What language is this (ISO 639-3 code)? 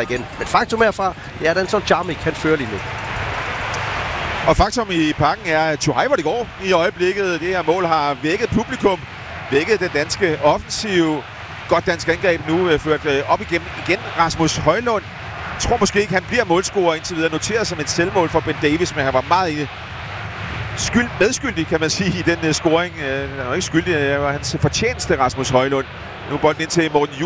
dan